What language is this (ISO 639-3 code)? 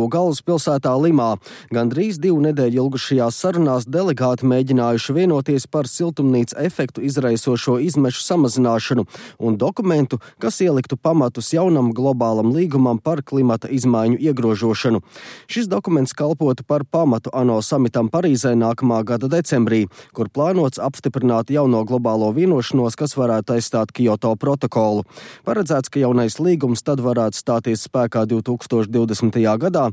lav